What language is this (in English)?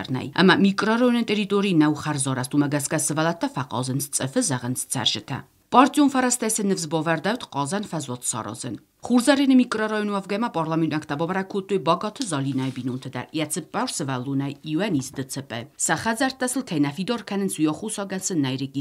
Ossetic